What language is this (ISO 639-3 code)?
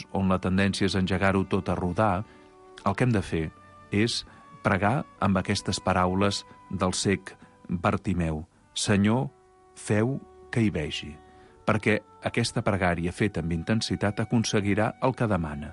cat